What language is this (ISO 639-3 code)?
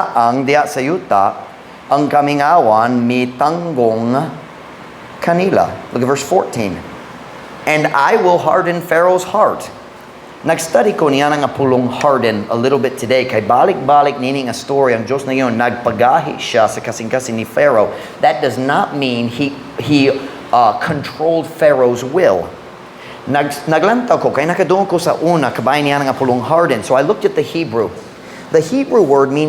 ceb